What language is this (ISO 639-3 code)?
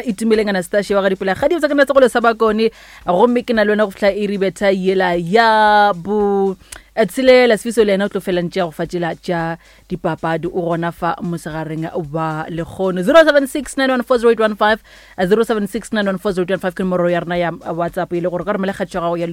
nso